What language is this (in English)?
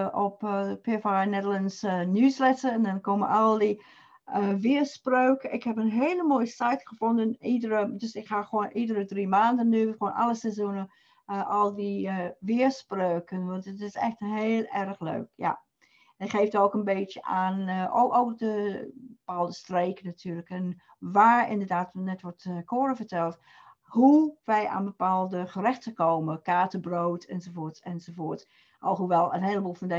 Dutch